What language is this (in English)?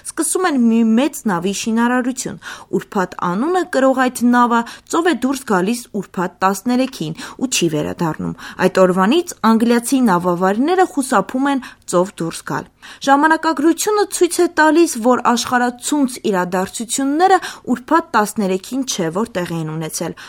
Armenian